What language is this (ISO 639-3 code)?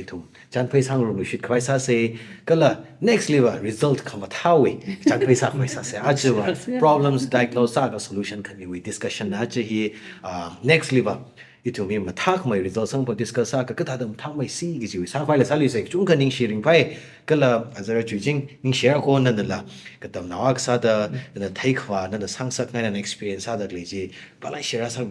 nmf